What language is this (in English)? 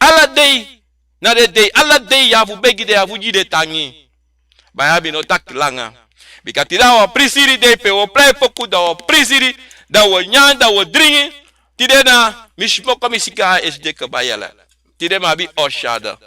Sranan Tongo